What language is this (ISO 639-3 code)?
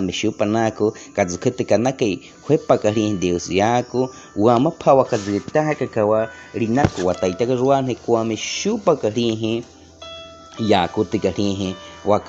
bwi